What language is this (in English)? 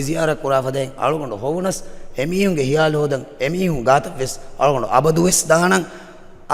Divehi